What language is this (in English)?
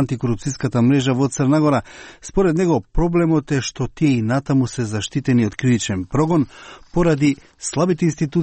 Macedonian